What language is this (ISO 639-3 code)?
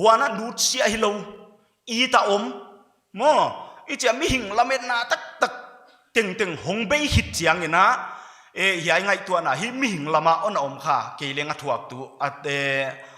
pck